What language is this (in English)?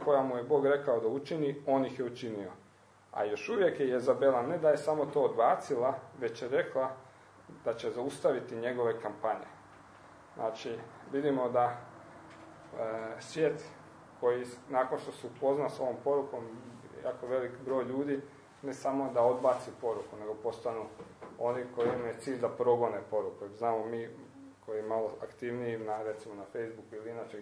Croatian